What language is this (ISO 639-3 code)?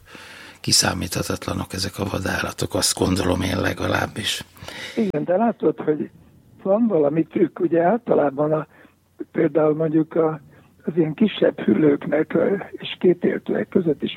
hun